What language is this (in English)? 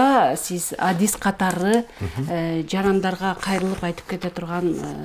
Kyrgyz